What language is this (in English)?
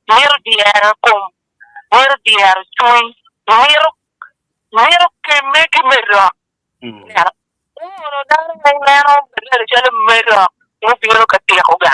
Acoli